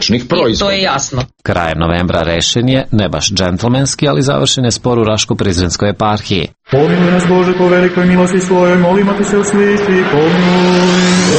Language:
Serbian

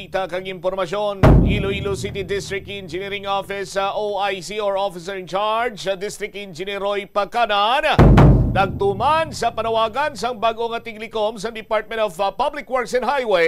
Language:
Hiligaynon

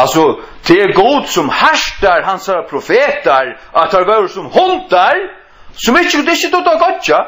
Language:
Faroese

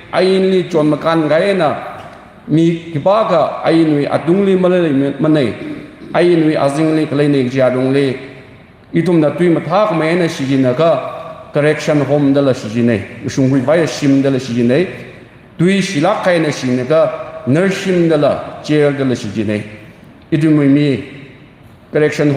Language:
Tangkhul Naga (India)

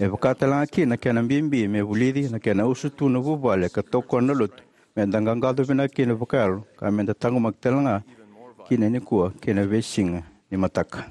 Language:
Fijian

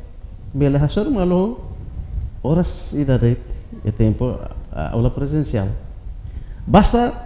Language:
Tetum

